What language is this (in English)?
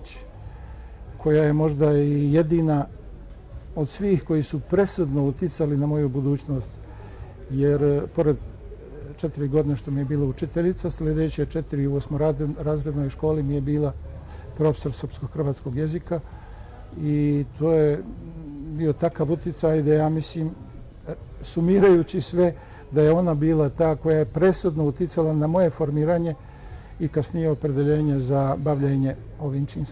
Bosnian